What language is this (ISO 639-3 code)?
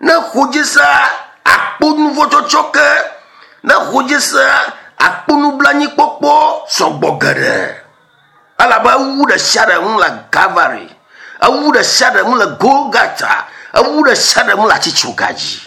ewe